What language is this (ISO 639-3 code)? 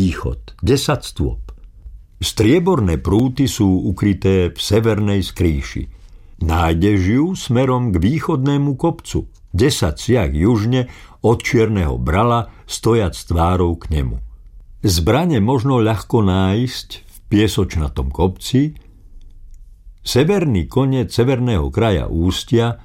slk